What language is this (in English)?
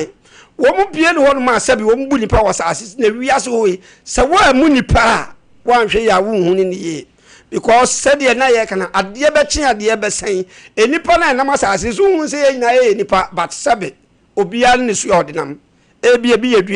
Akan